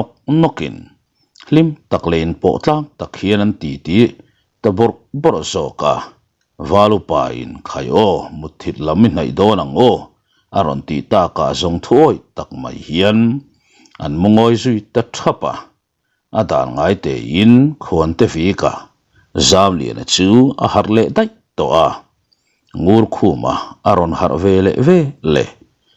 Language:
Mizo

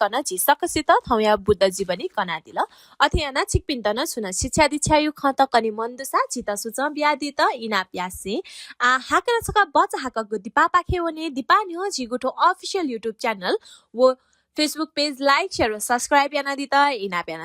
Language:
Newari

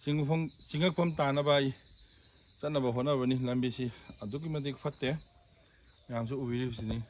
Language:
Manipuri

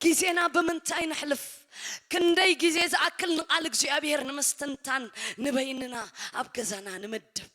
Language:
Tigrinya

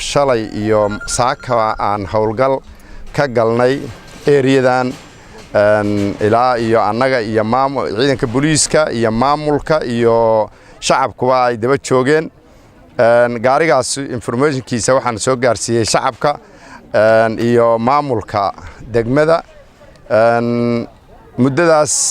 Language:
Somali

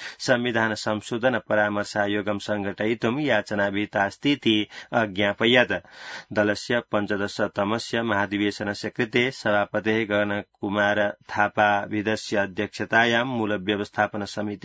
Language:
Sanskrit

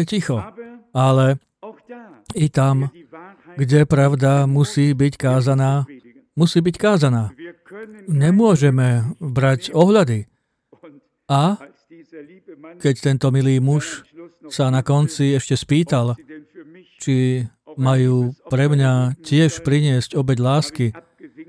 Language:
Slovak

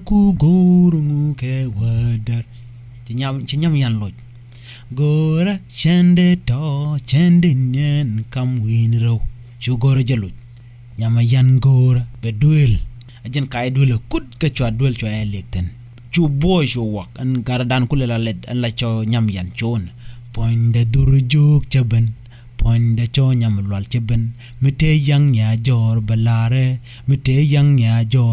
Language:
Nuer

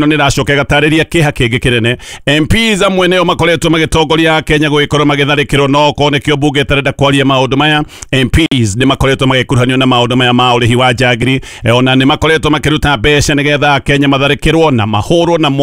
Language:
Kikuyu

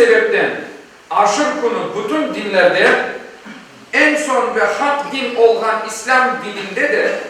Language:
Crimean Tatar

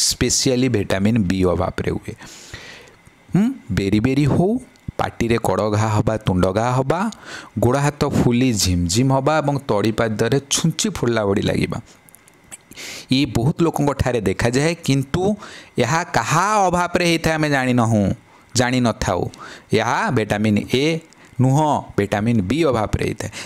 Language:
Odia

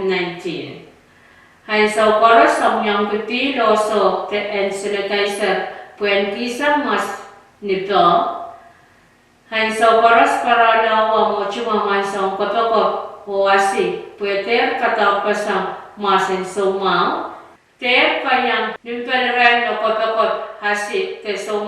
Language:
Pohnpeian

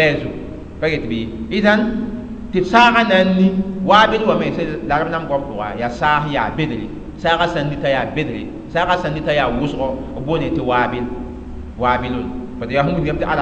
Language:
Mossi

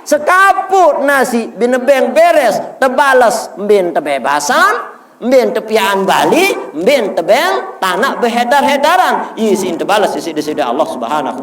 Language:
Sasak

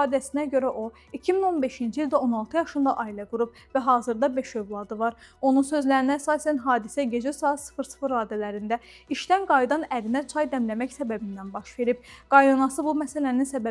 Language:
Azerbaijani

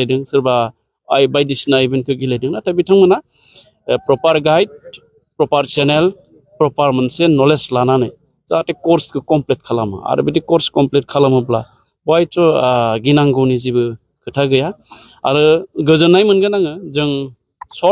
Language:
Bodo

